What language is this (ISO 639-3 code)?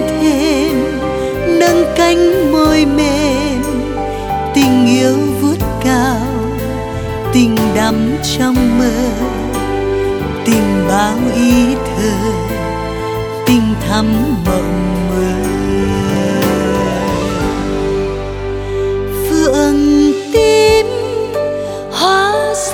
vie